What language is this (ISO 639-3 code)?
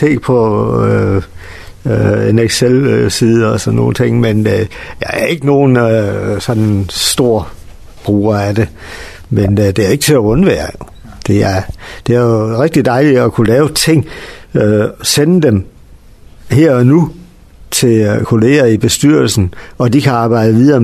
dan